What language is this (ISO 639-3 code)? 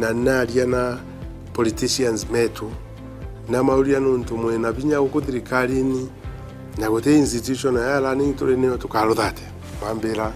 mer